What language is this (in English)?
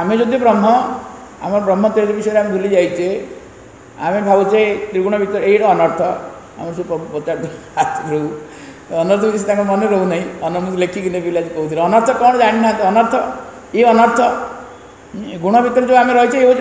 Odia